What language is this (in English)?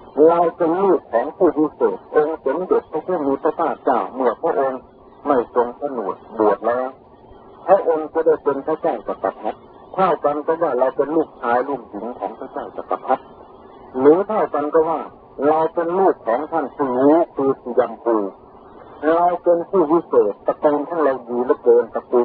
Thai